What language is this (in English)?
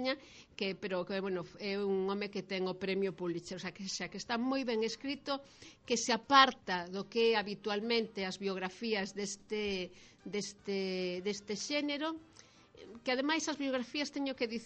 Galician